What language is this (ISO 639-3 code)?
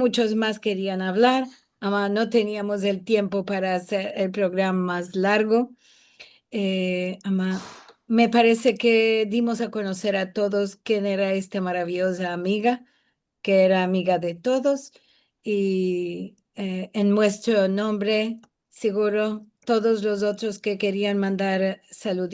lad